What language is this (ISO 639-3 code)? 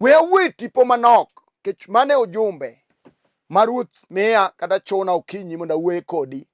luo